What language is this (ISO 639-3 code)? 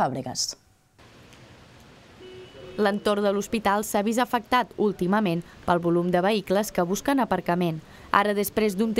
cat